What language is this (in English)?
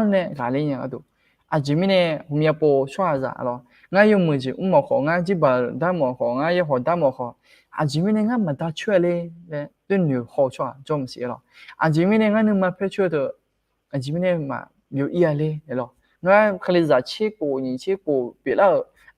Akha